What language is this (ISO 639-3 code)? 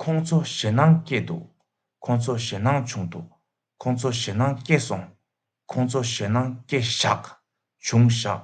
bod